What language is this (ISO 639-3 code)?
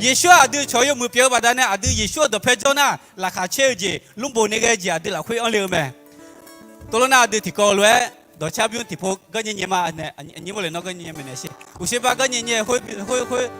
ahk